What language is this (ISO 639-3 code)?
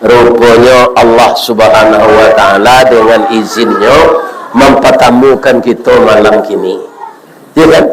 min